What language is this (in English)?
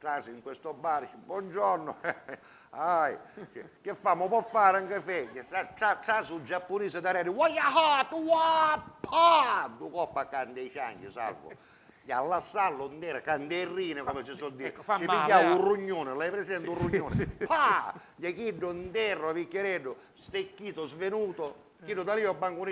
Sicilian